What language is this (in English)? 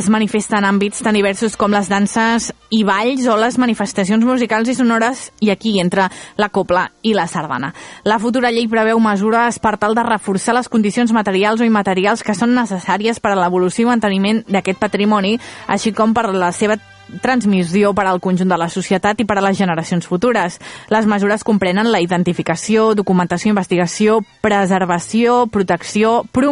Catalan